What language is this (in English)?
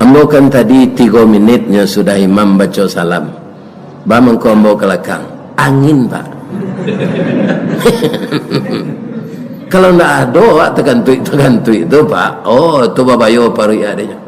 Minangkabau